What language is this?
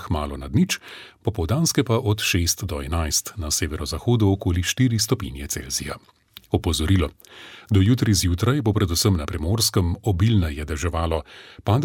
Slovenian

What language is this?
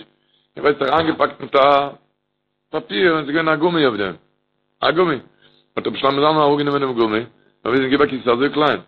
Yiddish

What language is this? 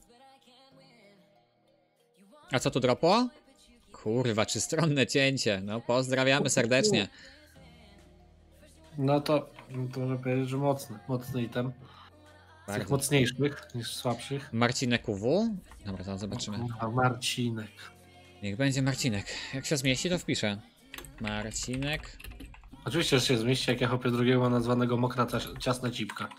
Polish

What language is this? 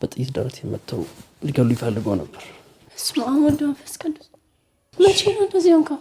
Amharic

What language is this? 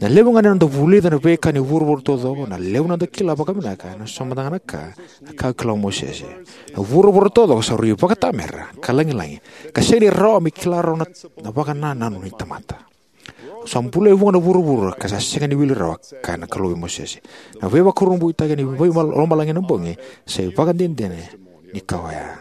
Fijian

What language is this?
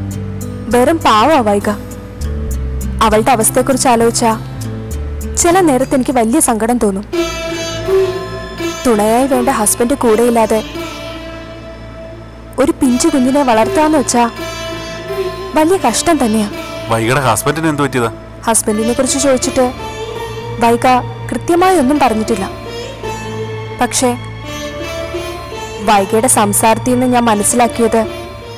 Malayalam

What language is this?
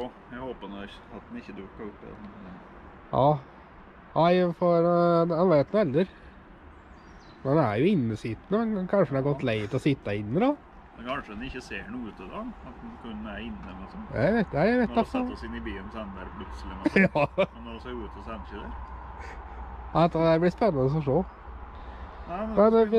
Norwegian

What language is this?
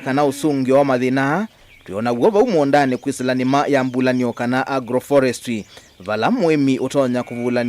Kamba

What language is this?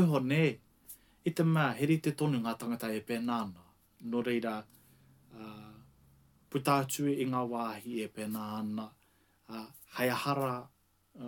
Māori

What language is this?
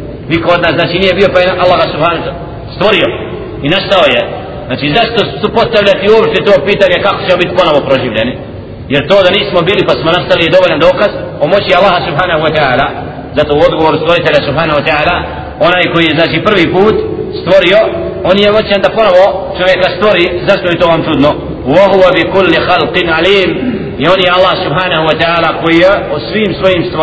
Bosnian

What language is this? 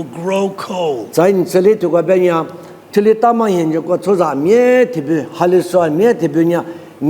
Lisu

